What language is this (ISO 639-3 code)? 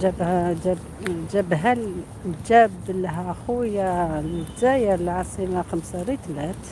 arq